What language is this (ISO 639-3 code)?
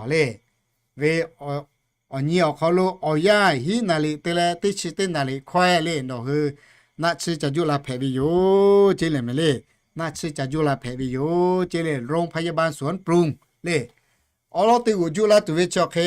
lhu